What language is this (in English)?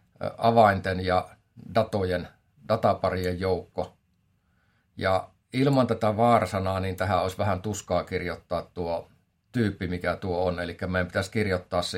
Finnish